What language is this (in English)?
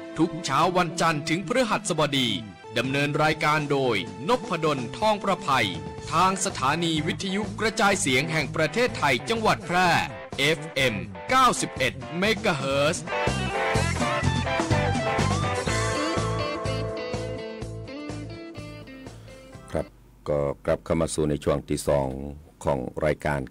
Thai